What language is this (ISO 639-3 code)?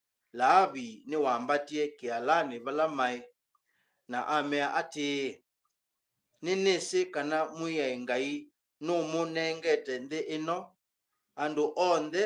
kam